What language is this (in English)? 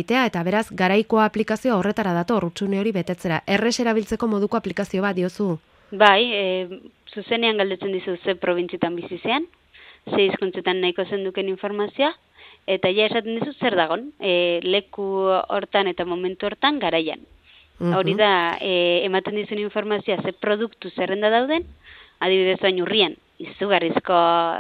Basque